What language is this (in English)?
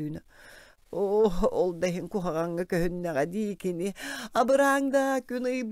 Yakut